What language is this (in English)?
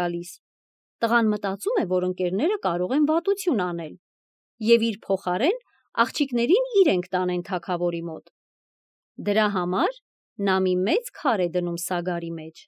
Armenian